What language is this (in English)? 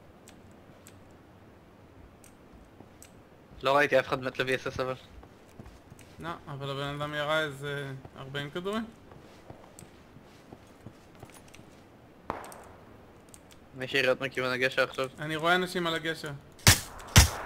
Hebrew